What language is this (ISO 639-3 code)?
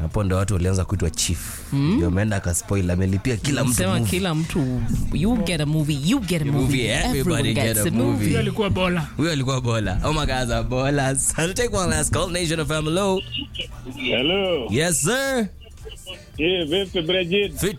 swa